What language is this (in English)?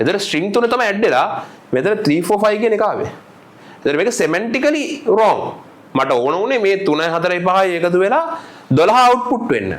Sinhala